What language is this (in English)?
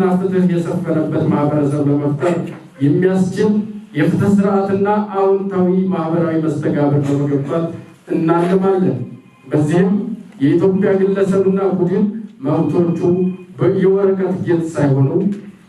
Amharic